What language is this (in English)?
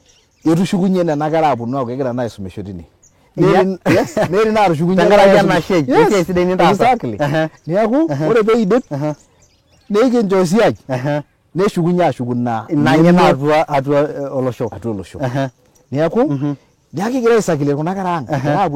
Masai